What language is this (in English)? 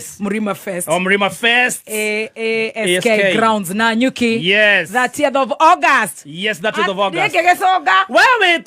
Kikuyu